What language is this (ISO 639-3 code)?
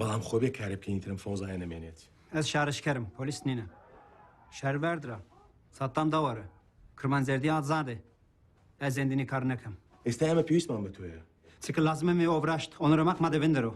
kur